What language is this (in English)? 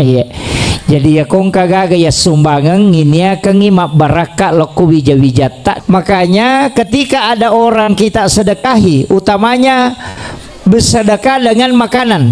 Buginese